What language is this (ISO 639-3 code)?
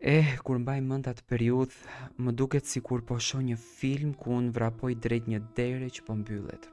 sqi